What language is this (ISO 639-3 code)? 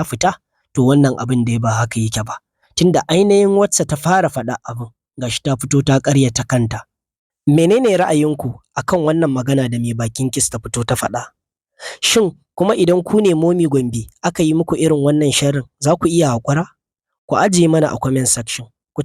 hau